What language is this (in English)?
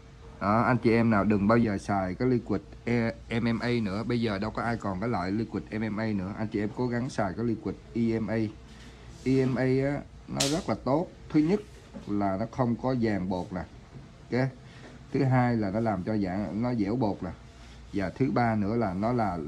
Vietnamese